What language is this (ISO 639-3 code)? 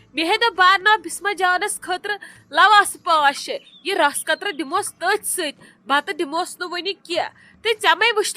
kas